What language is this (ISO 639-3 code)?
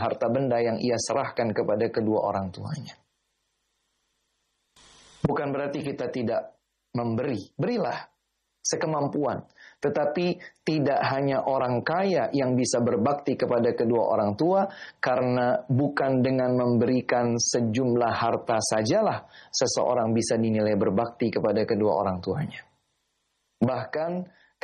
ind